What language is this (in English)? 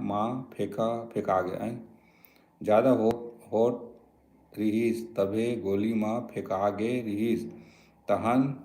Chhattisgarhi